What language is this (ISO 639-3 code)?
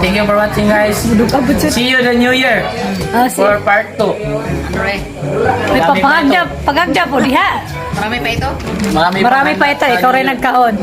ceb